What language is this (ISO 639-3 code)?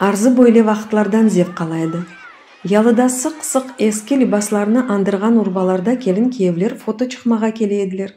crh